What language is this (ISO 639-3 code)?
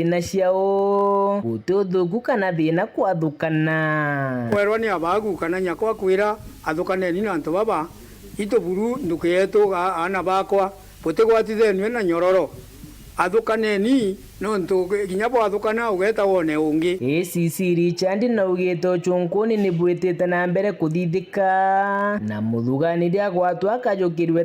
mer